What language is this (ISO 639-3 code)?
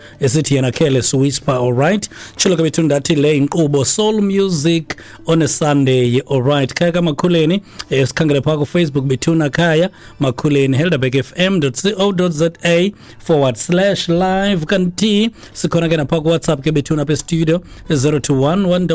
xho